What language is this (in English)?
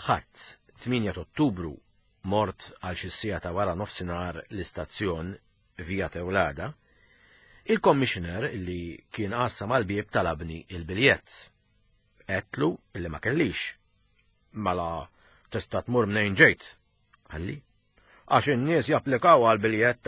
Maltese